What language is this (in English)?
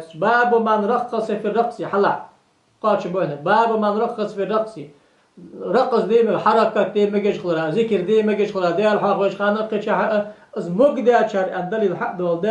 Ingush